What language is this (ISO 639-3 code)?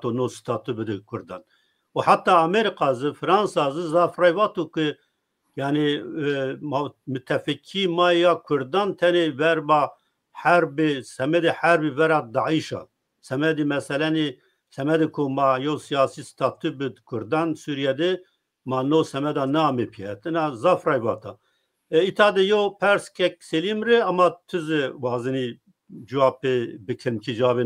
zza